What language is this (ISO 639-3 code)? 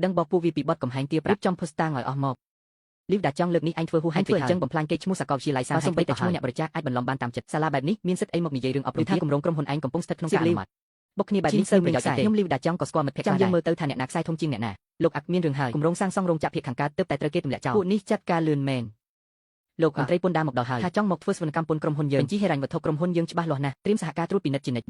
khm